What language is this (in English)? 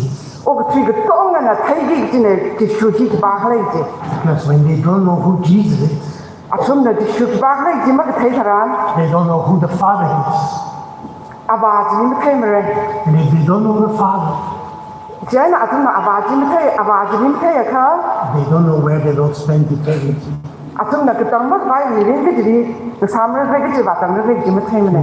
Tangkhul Naga (India)